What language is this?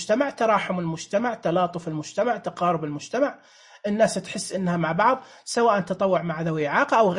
Najdi Arabic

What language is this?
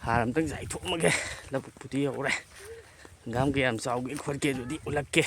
Manipuri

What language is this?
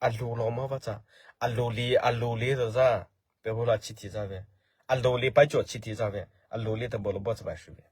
Mara Chin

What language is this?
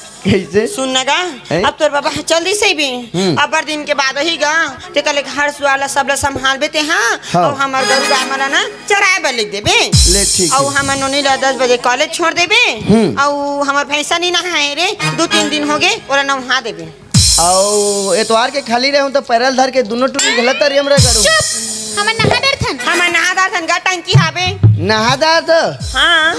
Chhattisgarhi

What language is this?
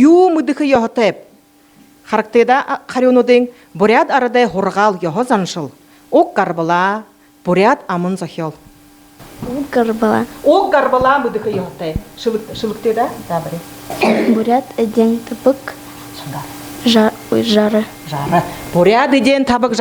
Buriat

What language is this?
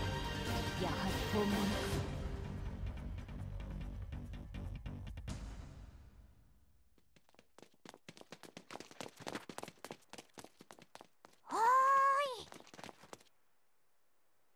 Japanese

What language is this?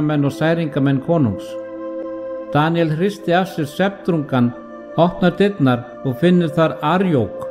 Icelandic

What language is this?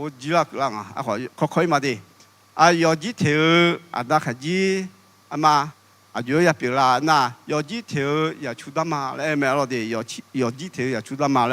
Akha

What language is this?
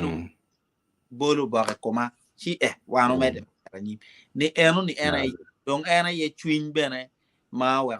Acoli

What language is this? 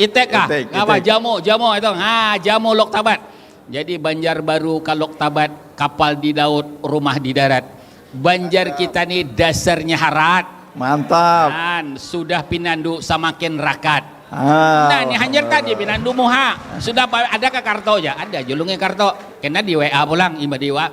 Banjar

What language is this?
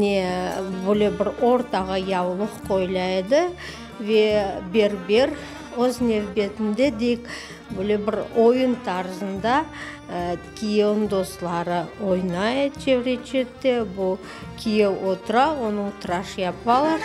Crimean Tatar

